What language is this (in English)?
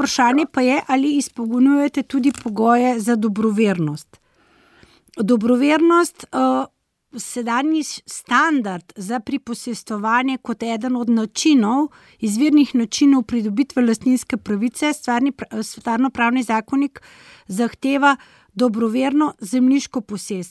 Slovenian